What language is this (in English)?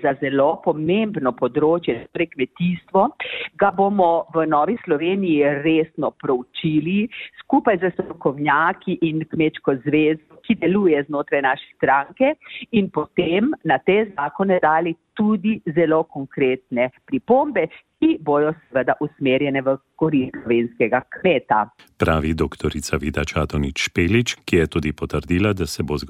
Slovenian